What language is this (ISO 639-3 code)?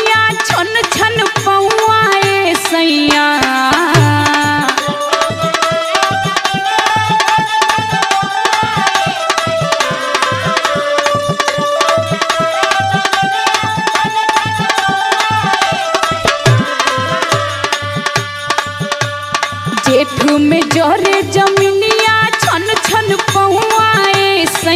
bho